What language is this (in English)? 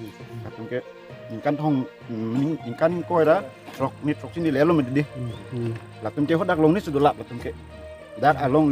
Karbi